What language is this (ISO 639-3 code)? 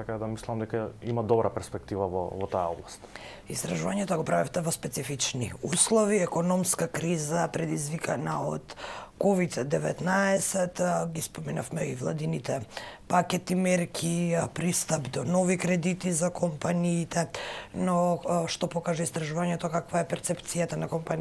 mkd